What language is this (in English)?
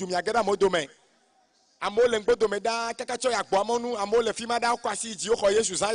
Ewe